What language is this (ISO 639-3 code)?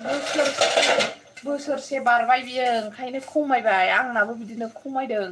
brx